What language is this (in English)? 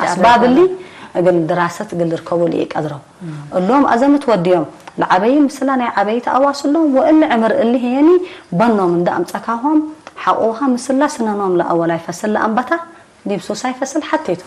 Tigre